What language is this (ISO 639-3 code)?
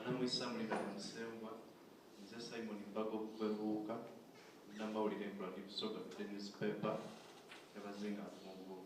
xog